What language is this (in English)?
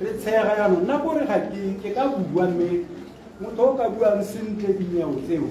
Tswana